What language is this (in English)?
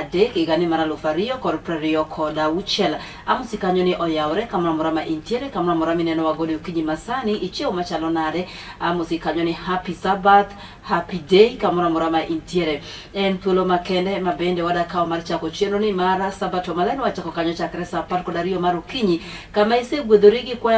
Luo (Kenya and Tanzania)